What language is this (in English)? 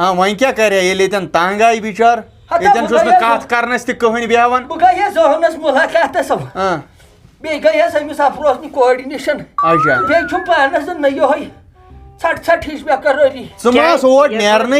Kashmiri